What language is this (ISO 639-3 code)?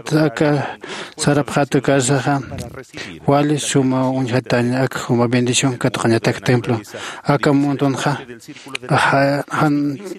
aym